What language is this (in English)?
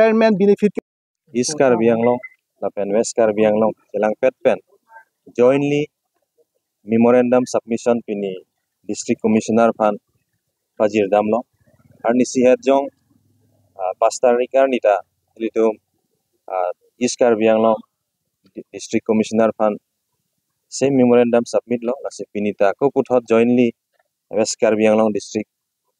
Karbi